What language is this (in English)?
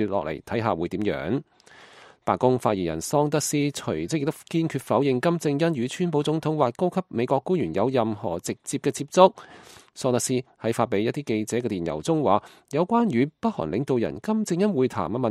Cantonese